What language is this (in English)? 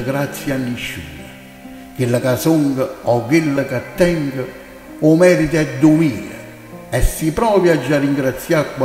Neapolitan